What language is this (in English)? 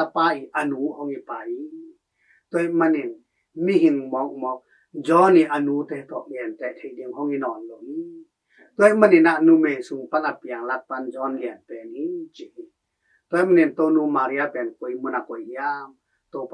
Tedim Chin